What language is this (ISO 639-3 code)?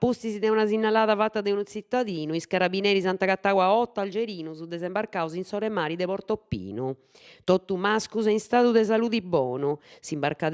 srd